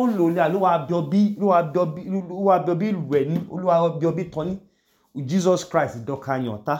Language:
Idoma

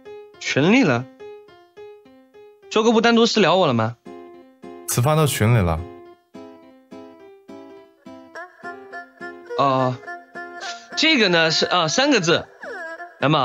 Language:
Chinese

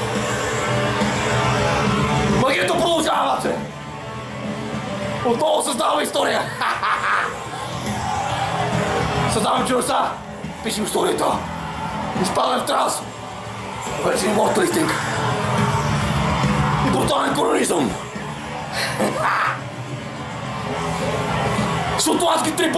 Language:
Bulgarian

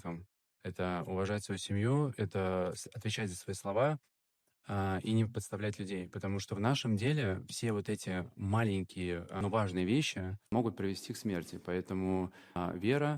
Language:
Russian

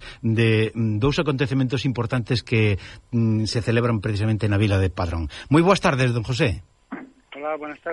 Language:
Galician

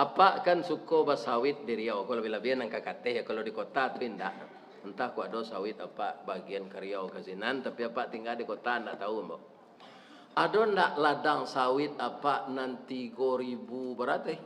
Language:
Minangkabau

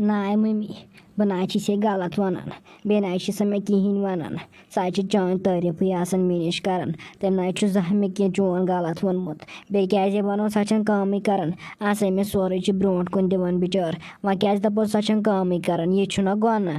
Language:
Kashmiri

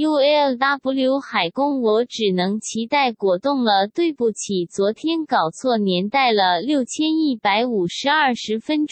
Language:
Chinese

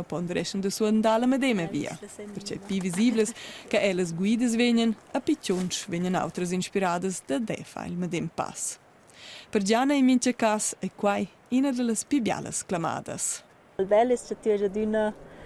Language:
Romansh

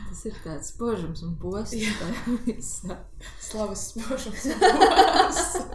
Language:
Latvian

